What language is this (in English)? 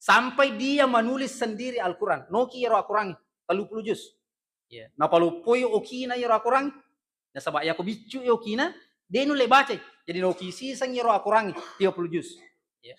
Buginese